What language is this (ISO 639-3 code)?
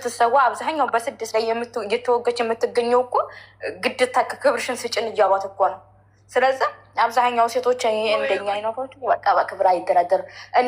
amh